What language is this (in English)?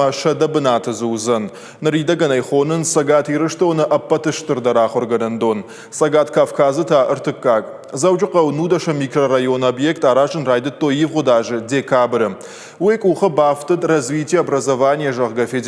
Ossetic